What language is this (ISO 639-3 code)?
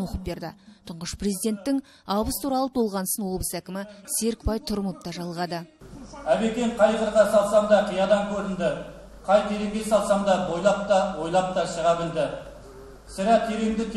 kaz